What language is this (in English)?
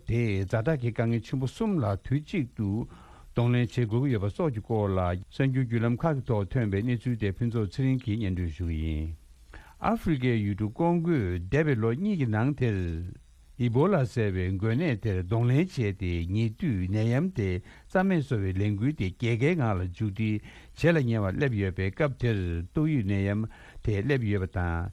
Tibetan